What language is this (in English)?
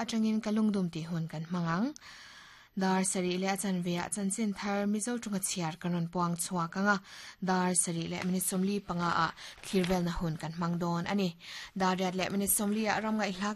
Mizo